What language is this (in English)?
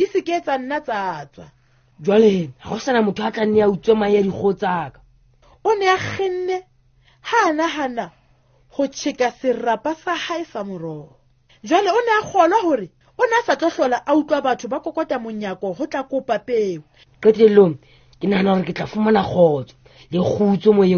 Southern Sotho